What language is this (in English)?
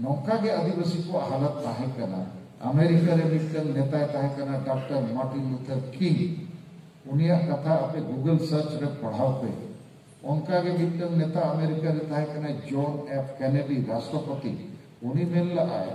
Santali